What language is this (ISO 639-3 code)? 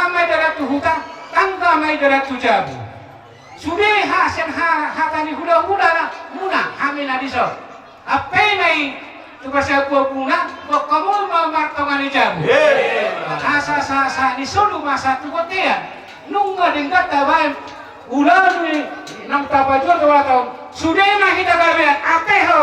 bbc